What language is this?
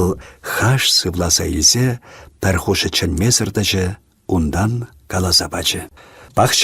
Chuvash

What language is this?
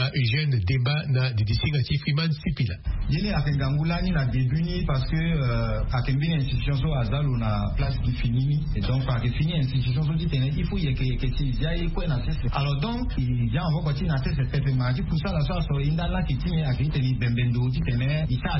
Sango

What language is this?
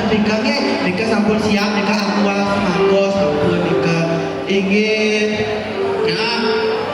Balinese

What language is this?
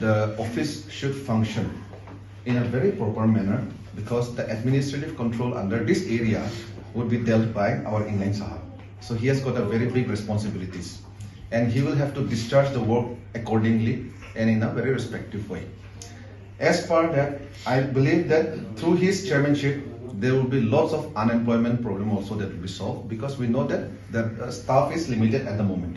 Karbi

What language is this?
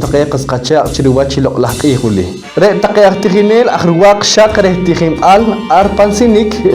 Poqomchi'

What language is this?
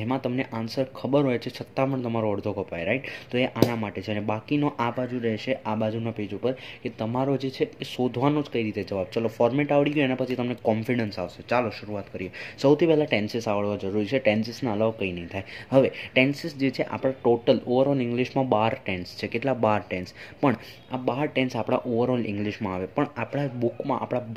Gujarati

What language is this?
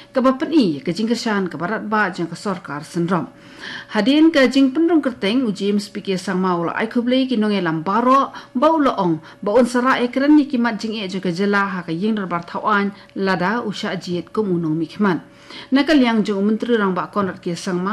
Khasi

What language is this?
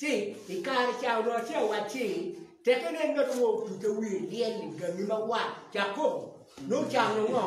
Acoli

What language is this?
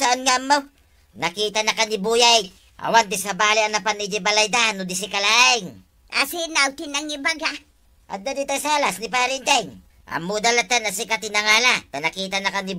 Iloko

